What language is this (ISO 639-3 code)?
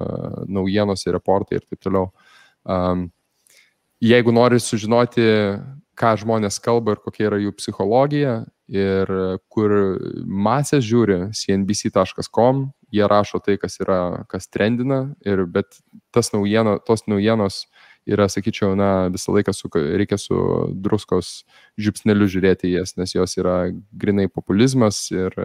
lit